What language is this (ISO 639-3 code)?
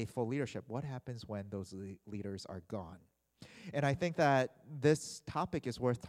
eng